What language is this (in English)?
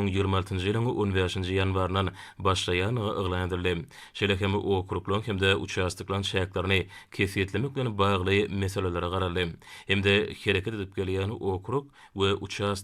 Turkmen